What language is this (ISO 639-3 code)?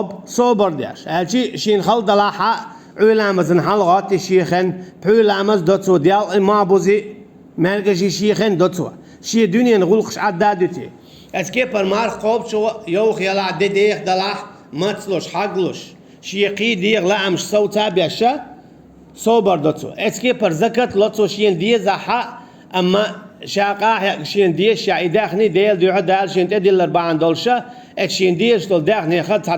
che